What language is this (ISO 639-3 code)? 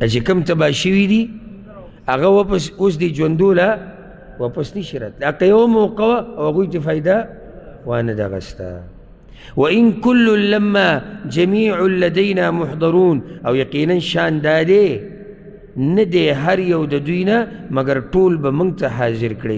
pus